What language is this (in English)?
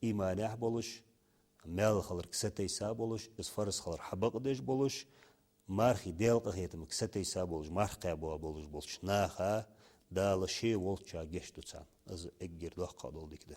Ingush